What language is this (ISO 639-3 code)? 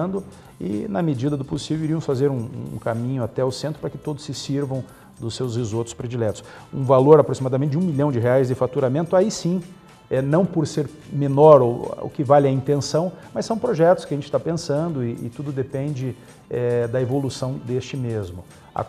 por